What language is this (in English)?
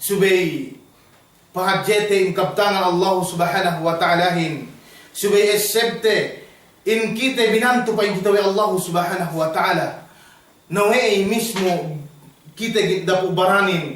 Yakan